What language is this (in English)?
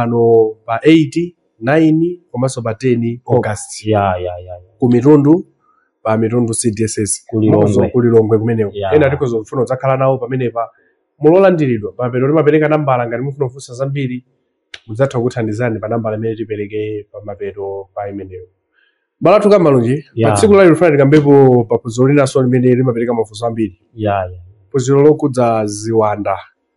Nyanja